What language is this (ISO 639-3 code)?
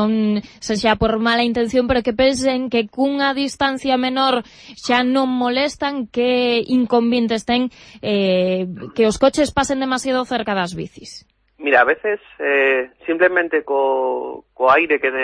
glg